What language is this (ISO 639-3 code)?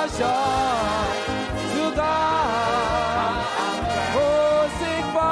ewe